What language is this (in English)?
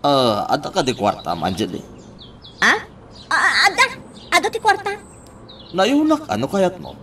Iloko